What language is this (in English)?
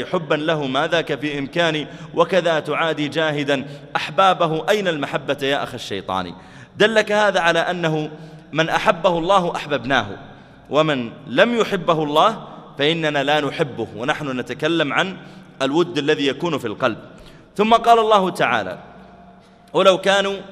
Arabic